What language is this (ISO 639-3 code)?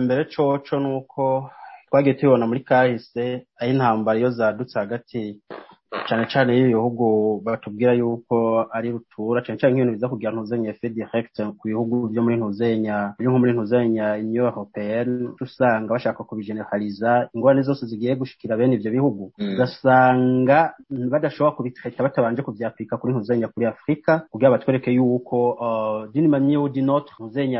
run